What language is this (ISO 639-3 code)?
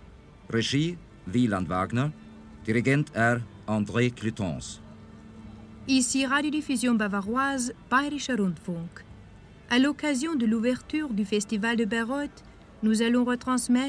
deu